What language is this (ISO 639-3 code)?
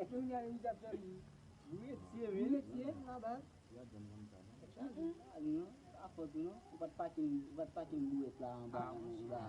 hat